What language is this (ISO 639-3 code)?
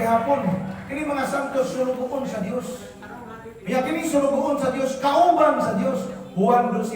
ceb